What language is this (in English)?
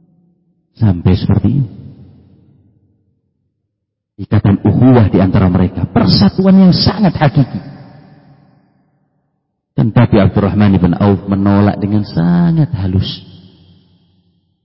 Indonesian